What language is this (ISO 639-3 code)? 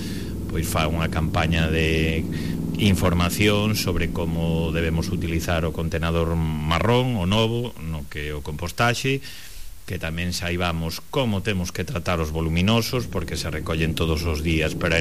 glg